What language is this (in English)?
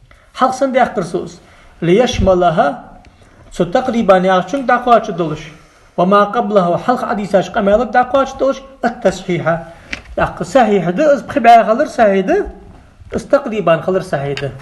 Ingush